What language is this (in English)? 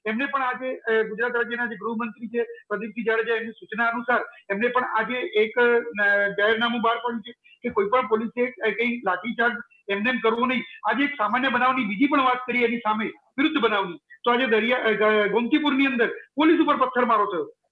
Gujarati